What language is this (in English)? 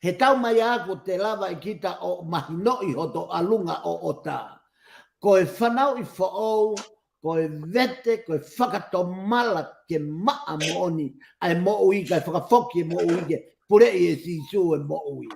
Tongan